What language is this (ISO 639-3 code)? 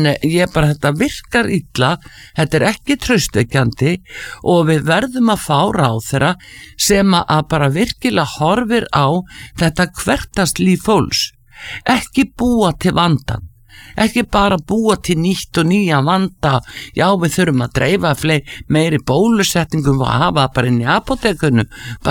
isl